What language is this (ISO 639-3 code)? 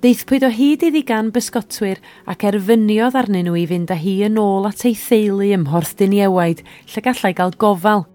cym